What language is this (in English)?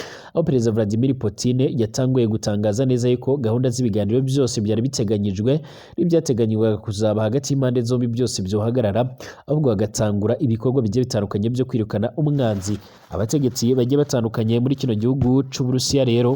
Rundi